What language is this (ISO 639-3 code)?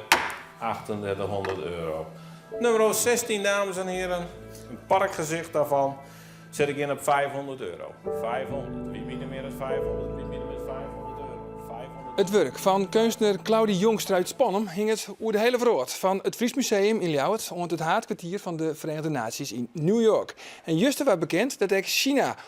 fry